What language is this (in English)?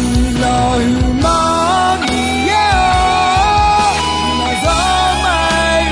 Akha